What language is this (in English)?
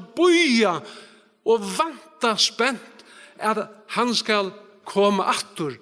Faroese